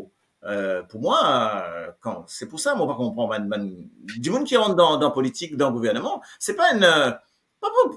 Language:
Morisyen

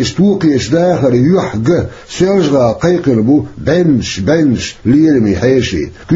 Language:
Chechen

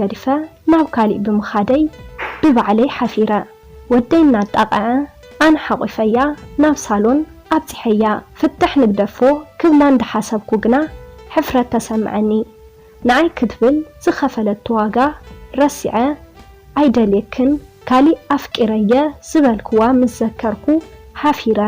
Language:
Tigrinya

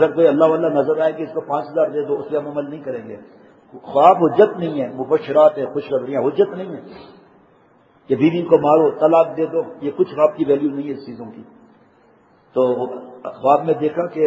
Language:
Urdu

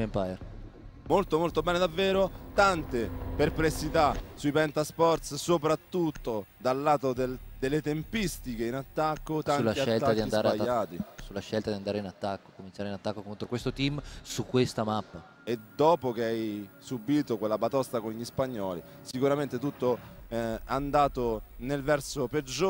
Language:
Italian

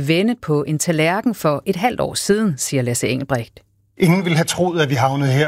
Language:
Danish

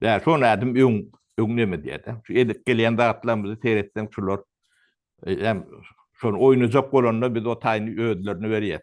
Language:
Turkmen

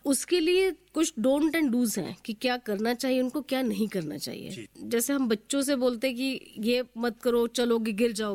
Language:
Hindi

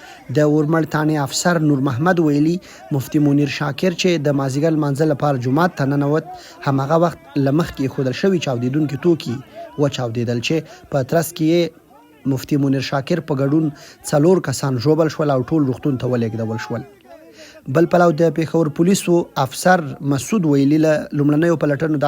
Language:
Pashto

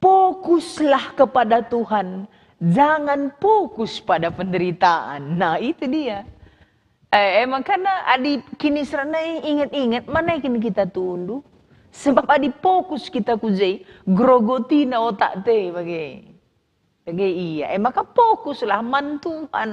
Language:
Batak Karo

